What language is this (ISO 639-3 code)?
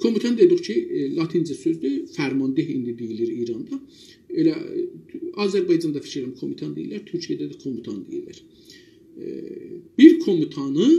azb